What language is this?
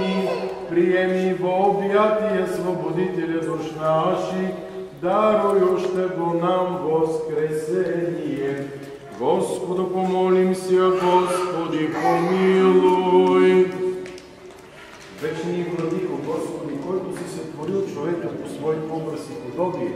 Bulgarian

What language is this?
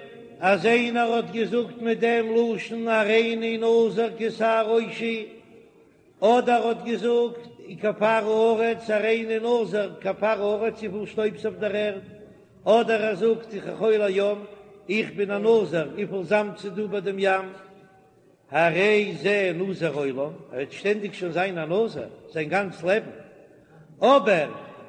Yiddish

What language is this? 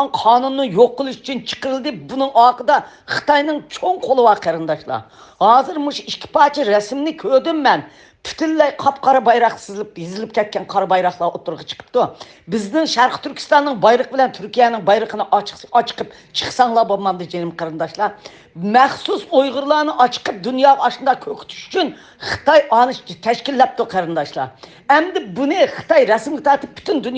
Uyghur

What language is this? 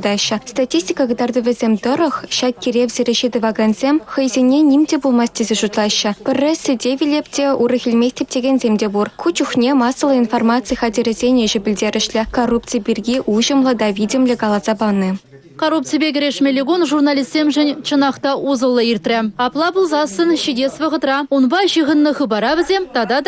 Chuvash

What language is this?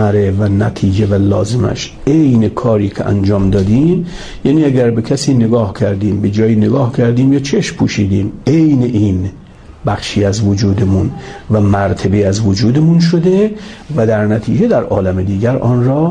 Persian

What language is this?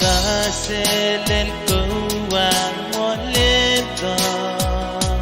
Pohnpeian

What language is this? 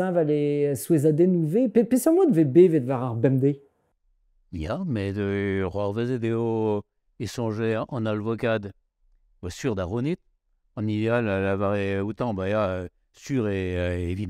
Breton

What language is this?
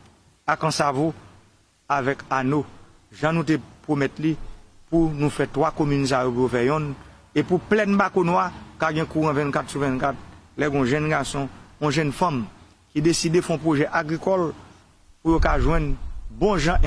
Haitian Creole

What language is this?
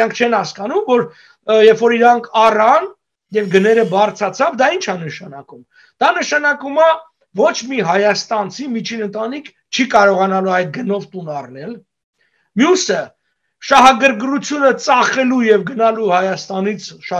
Armenian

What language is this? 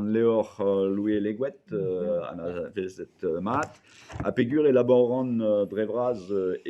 Breton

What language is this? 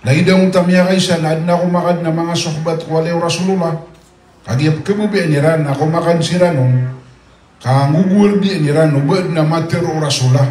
Maranao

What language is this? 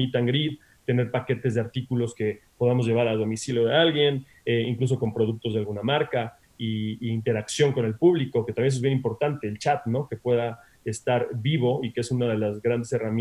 Spanish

